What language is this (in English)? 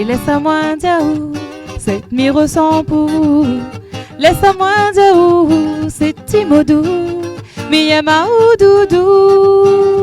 Réunion Creole French